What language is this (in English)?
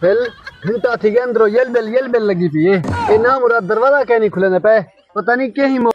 Saraiki